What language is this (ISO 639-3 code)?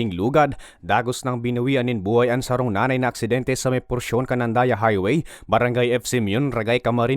bik